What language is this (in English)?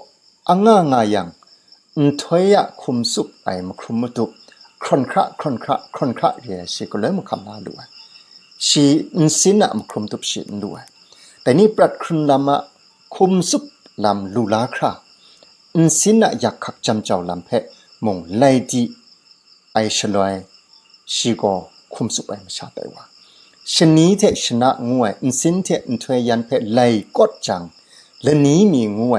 Kachin